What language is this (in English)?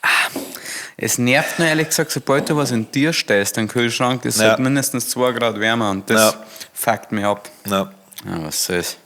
Bavarian